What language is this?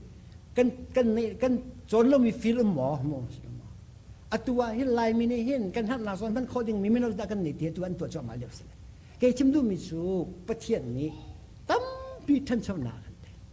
Hakha Chin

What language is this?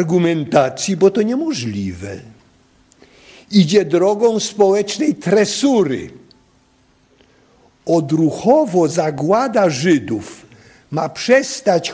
Polish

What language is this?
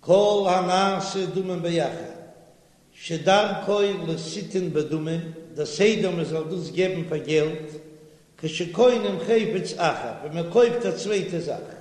Yiddish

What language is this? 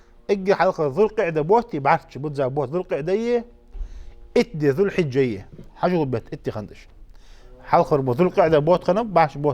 Ingush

